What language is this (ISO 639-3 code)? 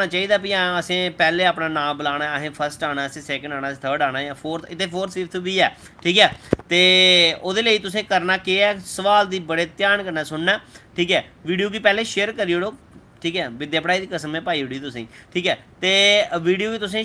doi